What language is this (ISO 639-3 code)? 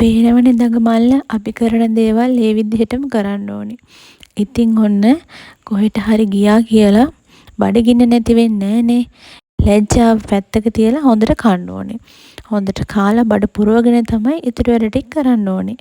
sin